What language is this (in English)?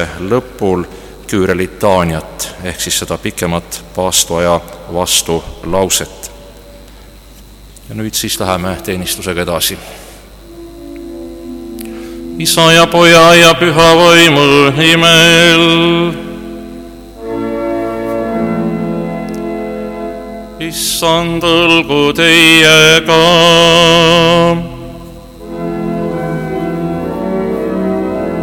Estonian